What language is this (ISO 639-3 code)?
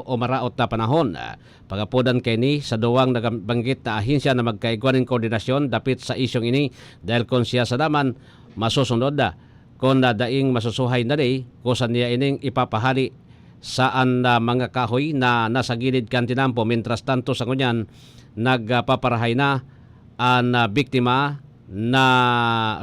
bik